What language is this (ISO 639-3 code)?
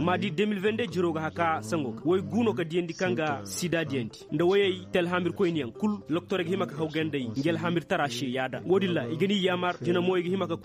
ses